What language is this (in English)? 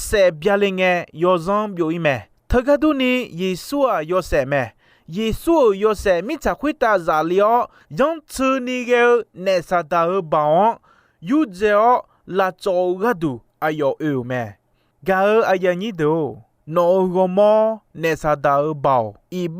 Akha